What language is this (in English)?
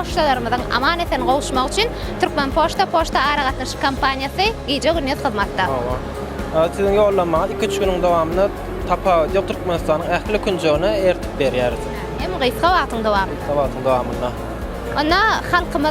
Turkmen